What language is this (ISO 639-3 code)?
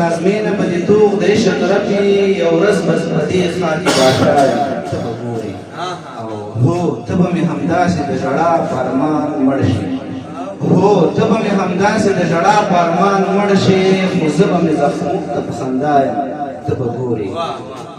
pus